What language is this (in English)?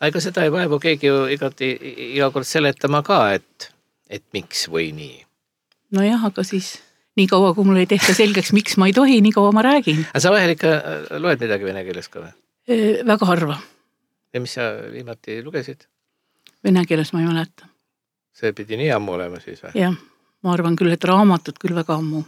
Estonian